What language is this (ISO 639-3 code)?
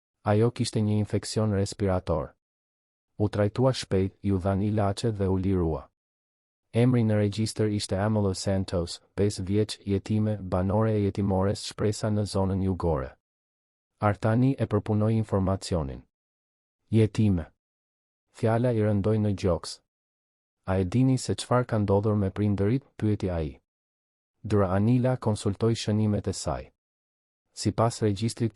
sqi